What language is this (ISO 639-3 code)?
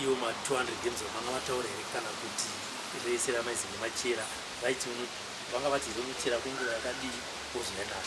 sna